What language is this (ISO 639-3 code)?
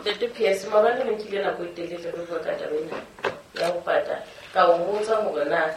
sot